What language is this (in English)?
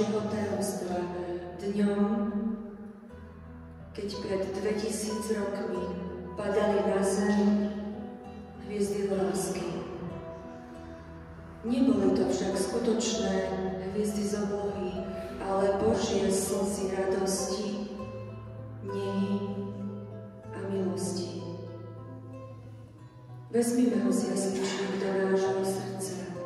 Slovak